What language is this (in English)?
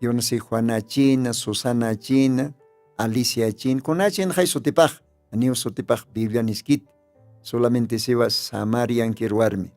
Aymara